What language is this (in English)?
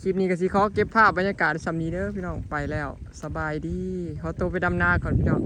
Northeastern Thai